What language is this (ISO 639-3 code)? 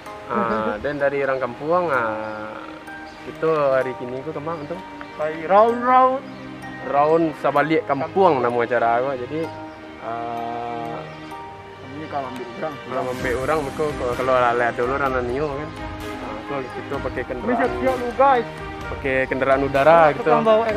min